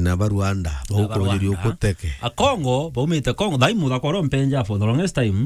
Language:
Meru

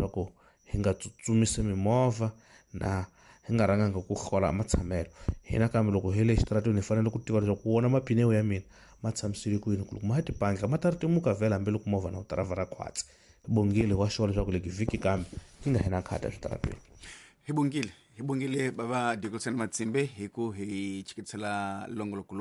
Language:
Tsonga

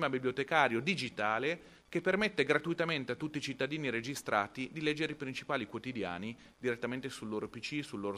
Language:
Italian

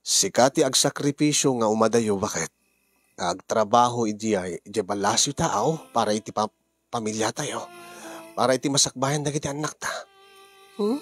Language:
Iloko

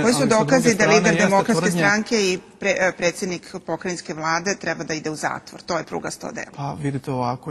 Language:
Serbian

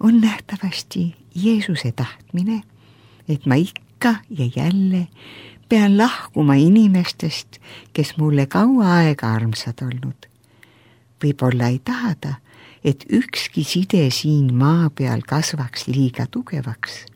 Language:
Estonian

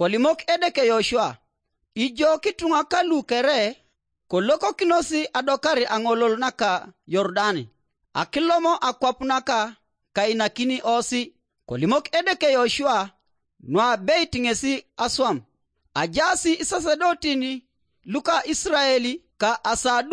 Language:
Teso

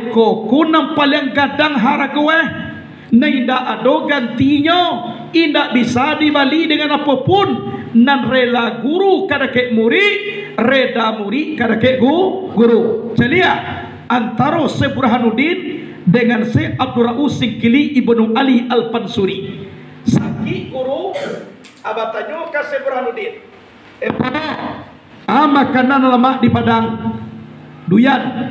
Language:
Minangkabau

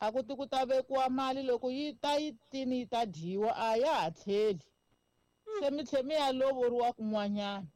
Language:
Tsonga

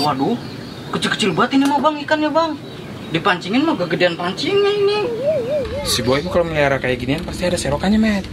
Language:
Betawi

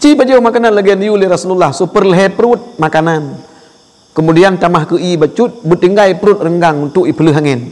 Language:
Achinese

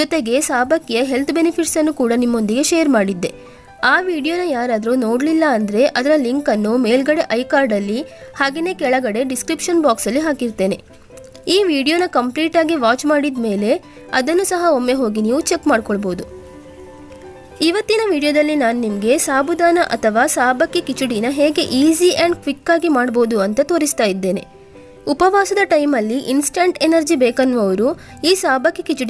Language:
Kannada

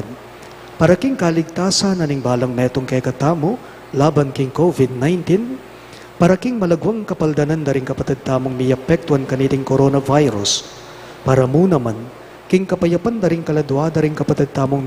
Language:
Pampanga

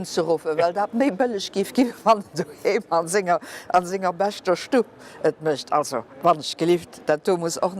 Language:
Luxembourgish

